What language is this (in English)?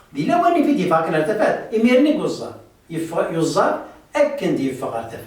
Kabyle